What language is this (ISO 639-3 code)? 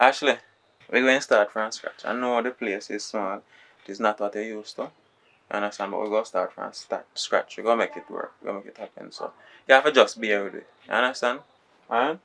jam